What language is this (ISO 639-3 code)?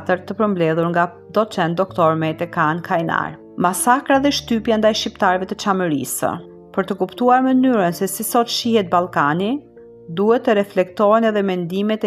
sqi